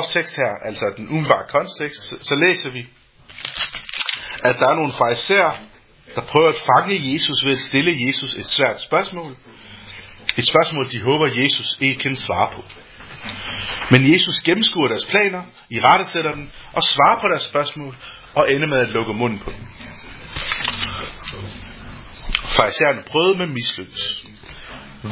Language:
Danish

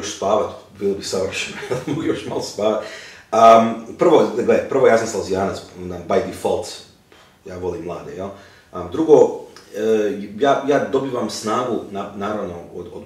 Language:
Croatian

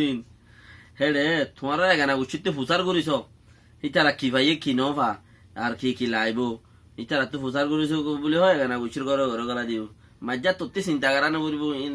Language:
Rohingya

